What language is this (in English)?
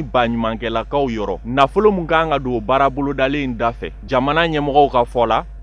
Bambara